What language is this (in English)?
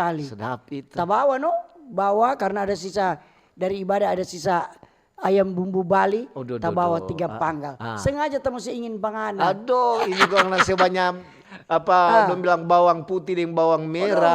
Manado Malay